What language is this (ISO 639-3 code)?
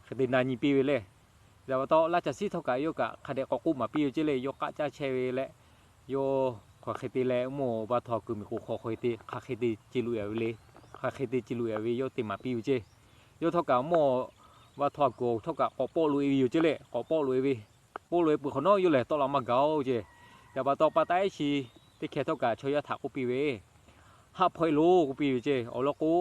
lhu